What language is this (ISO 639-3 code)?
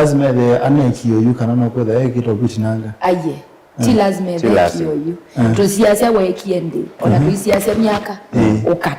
kam